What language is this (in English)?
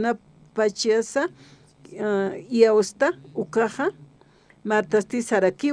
Aymara